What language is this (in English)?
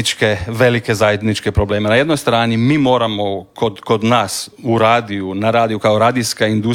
Croatian